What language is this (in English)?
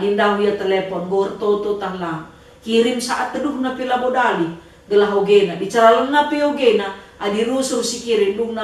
Batak Karo